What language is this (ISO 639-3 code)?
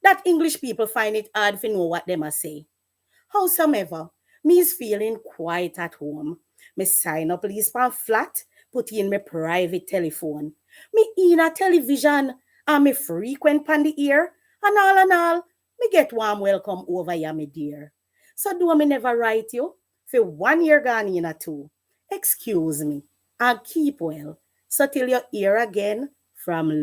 jam